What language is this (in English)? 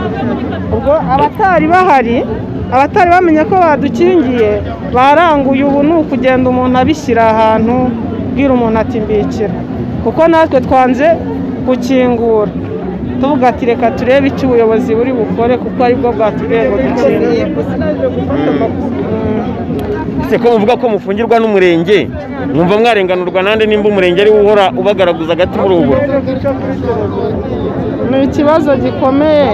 Kinyarwanda